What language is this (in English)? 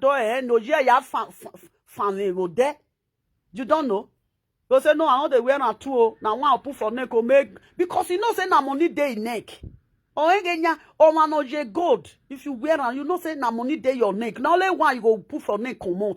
Nigerian Pidgin